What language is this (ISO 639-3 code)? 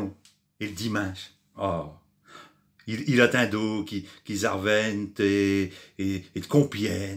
pcd